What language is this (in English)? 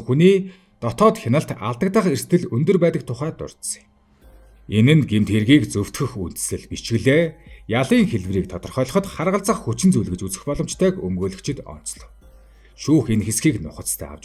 Mongolian